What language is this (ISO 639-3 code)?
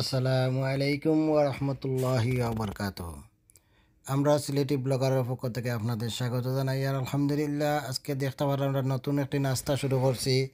syl